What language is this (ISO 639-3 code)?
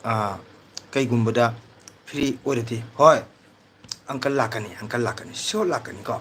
mni